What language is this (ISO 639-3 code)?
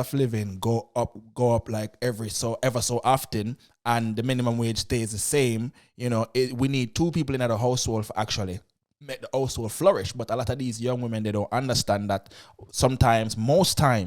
jam